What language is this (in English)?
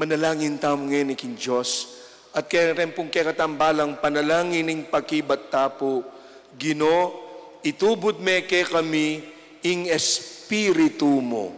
Pampanga